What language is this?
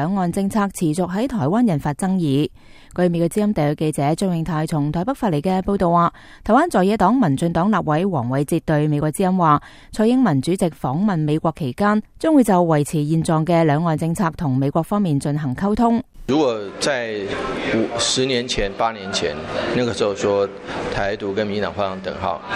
Cantonese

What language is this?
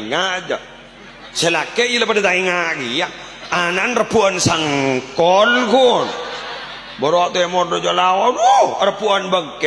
Madurese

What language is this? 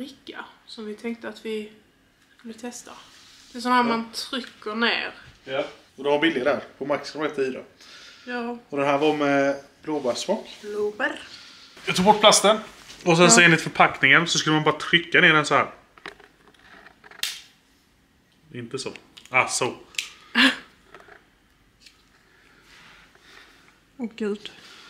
Swedish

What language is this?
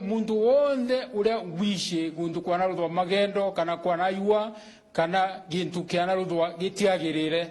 Meru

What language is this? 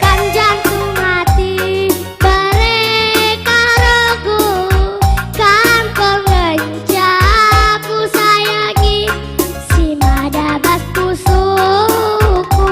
Batak Karo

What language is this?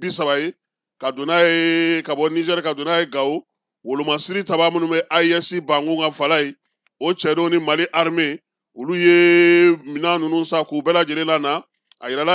Bambara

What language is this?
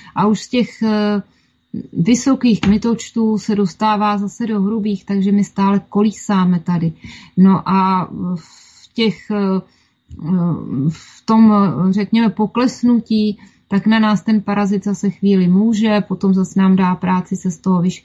Czech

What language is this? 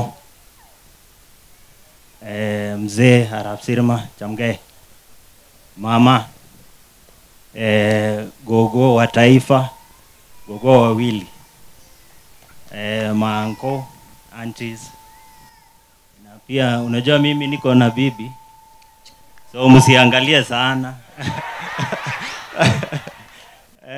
Swahili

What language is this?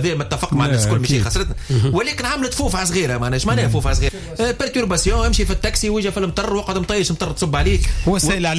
Tunisian Arabic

